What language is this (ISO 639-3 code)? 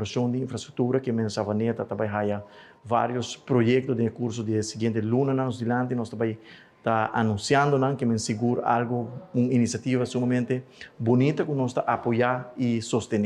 pap